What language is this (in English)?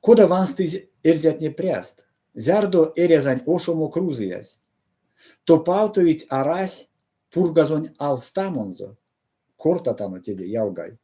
Erzya